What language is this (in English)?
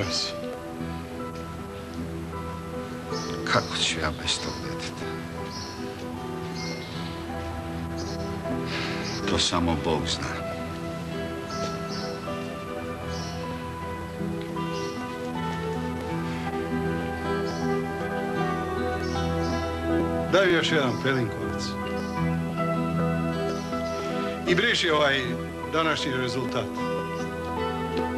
Croatian